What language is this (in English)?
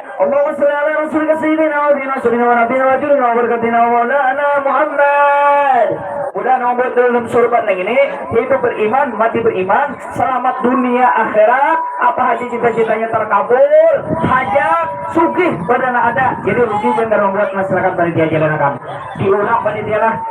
Banjar